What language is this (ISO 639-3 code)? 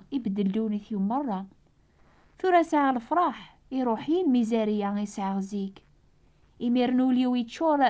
kab